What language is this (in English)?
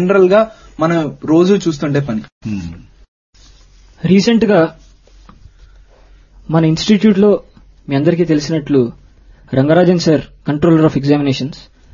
Telugu